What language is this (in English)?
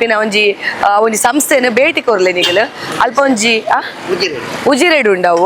Tulu